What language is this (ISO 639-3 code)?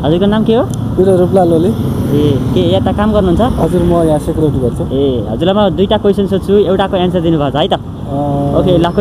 nep